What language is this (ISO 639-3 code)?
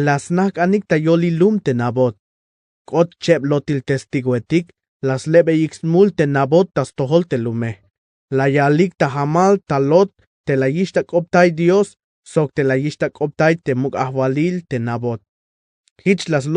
tzh